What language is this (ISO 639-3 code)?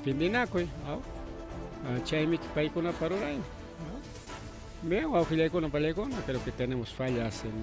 quy